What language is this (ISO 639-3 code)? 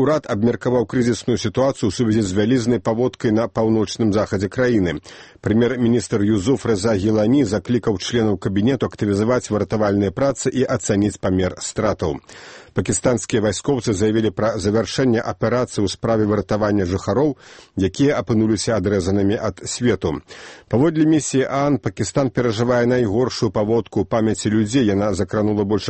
bel